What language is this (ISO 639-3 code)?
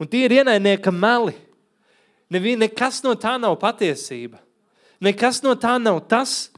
lav